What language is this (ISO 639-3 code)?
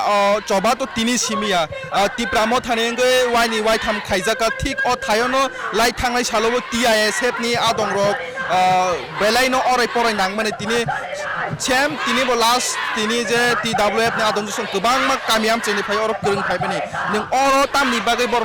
trp